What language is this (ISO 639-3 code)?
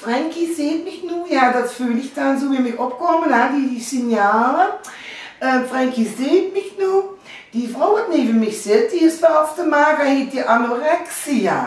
lim